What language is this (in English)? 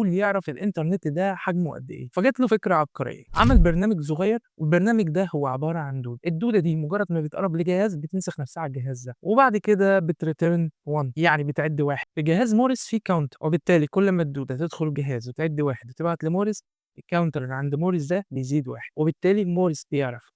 Egyptian Arabic